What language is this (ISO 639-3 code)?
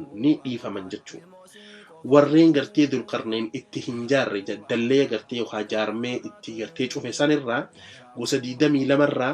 orm